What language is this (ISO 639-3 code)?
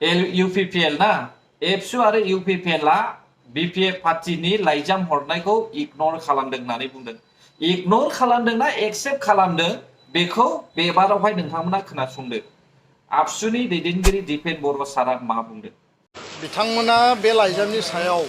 brx